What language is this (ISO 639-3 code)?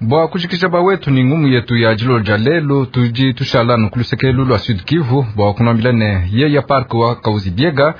lua